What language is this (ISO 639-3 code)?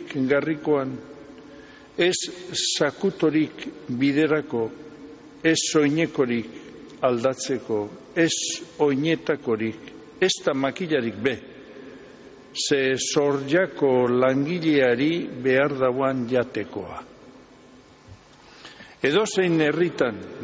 eus